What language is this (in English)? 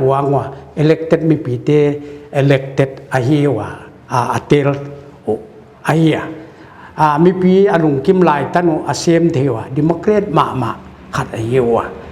Paite Chin